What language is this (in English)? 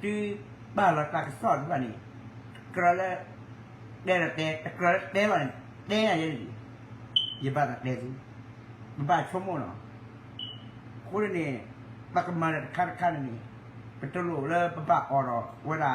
S'gaw Karen